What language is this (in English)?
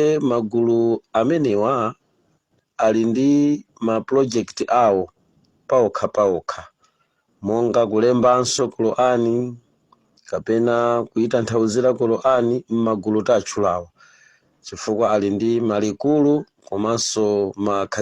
Nyanja